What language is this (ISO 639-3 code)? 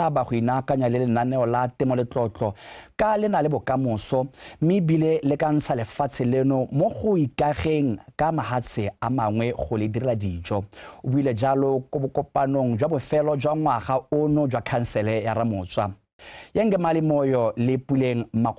tsn